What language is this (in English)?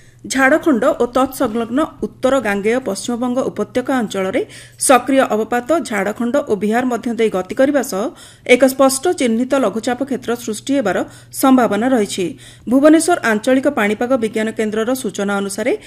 Odia